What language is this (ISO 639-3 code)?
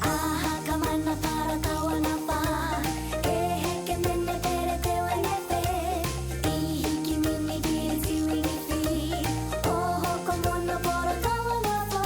mri